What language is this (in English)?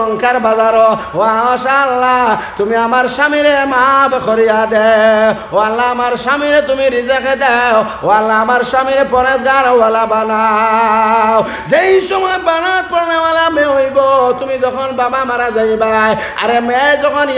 Sylheti